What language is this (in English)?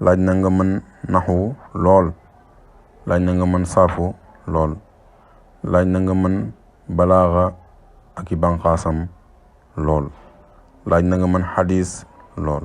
Wolof